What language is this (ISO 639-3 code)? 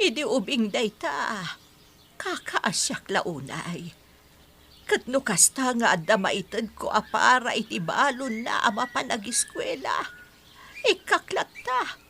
ilo